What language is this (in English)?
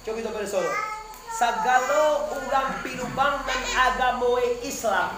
Minangkabau